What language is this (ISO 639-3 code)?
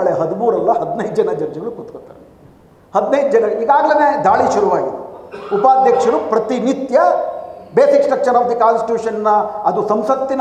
kan